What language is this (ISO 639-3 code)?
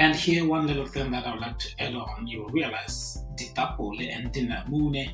tsn